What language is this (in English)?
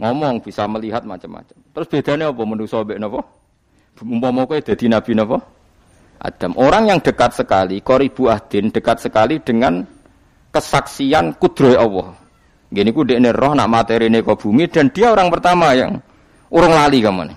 Javanese